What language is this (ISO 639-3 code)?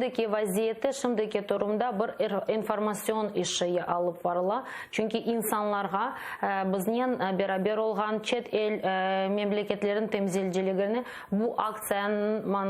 crh